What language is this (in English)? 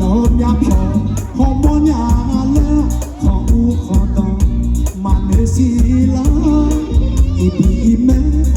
Akha